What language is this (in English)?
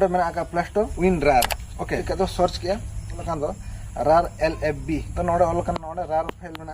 Santali